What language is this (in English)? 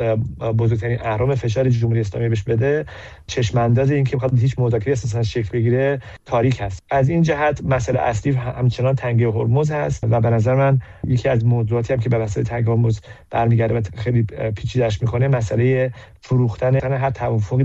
Persian